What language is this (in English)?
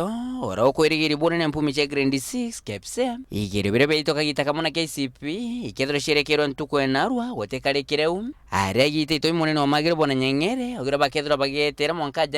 Meru